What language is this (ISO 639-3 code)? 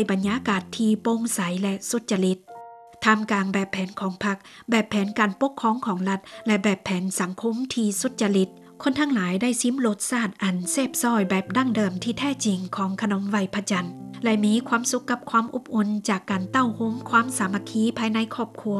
lao